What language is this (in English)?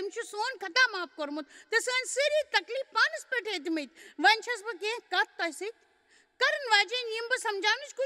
Kashmiri